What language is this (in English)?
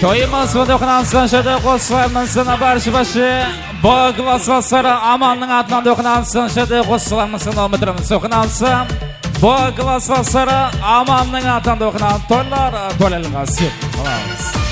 Kara-Kalpak